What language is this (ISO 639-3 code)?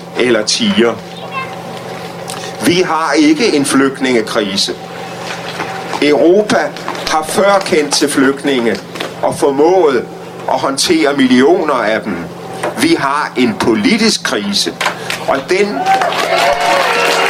dan